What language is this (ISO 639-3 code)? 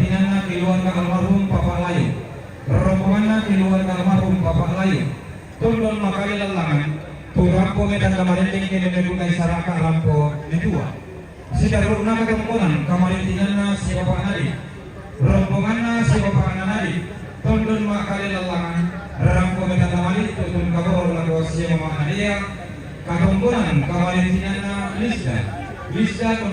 sda